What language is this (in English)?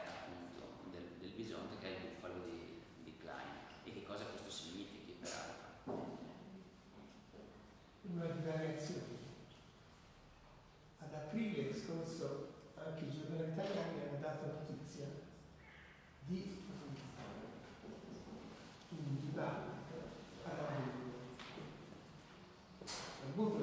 Italian